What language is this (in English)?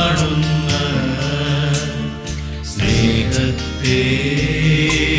Malayalam